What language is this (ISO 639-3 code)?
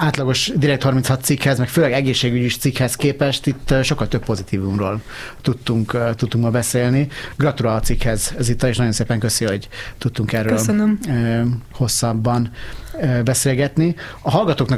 hun